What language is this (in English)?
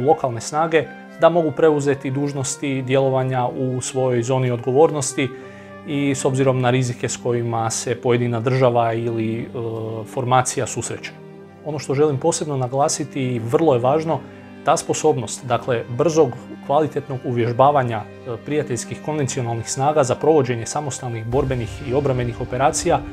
Croatian